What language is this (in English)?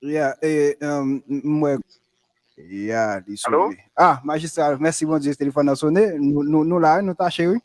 Haitian Creole